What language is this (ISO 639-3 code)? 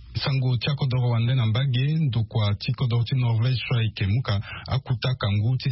sag